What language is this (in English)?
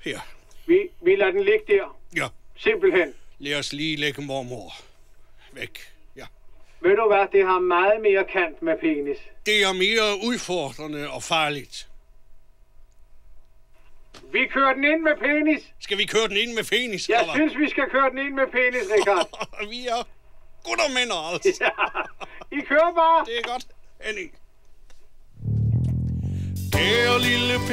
Danish